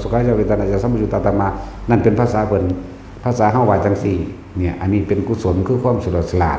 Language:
Northeastern Thai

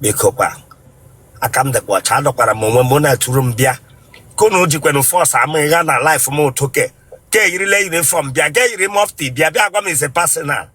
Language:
Igbo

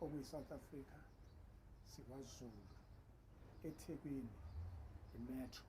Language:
Zulu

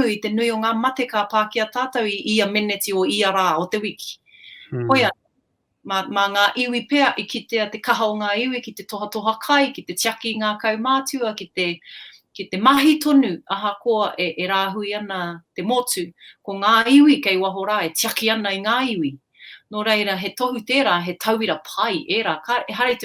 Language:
Māori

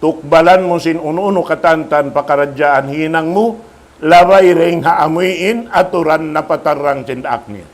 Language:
Tausug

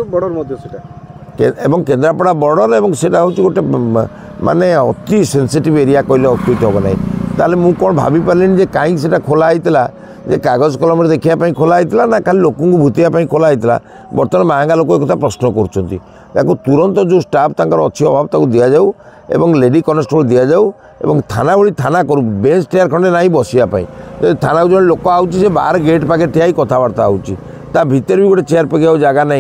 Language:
Odia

